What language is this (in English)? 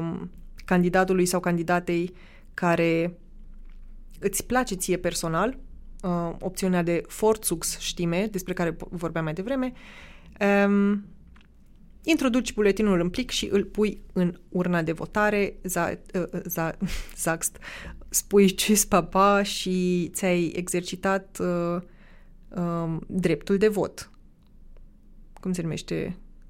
Romanian